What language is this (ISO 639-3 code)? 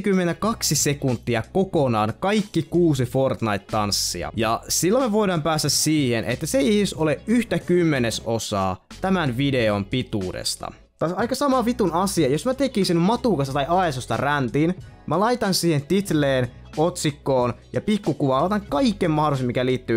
fin